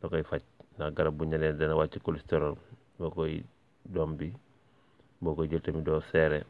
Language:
Wolof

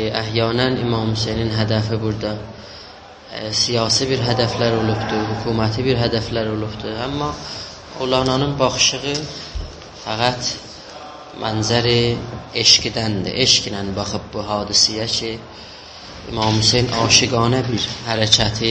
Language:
South Azerbaijani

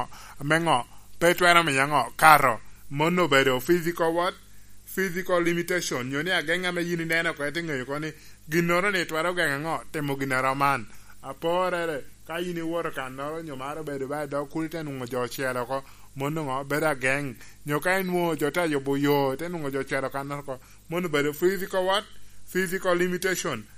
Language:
Lango (Uganda)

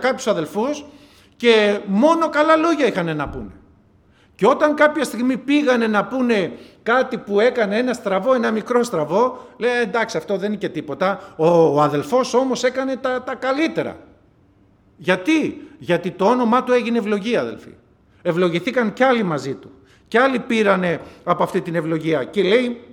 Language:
Greek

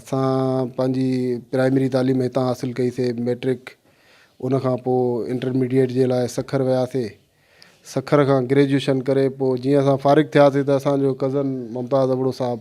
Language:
Sindhi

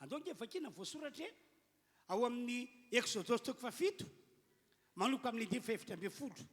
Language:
Malagasy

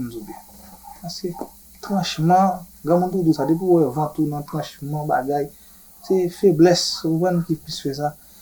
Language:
Haitian Creole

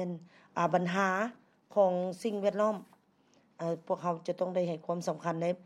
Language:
Lao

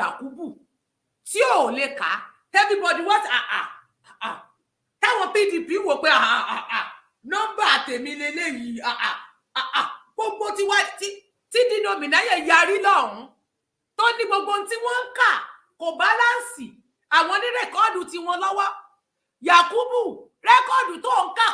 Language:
Yoruba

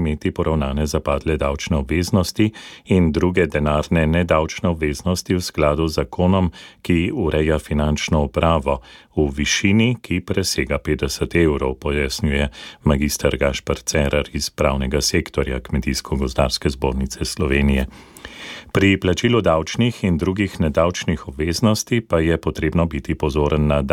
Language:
Slovenian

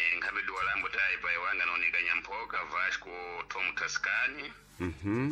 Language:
Sena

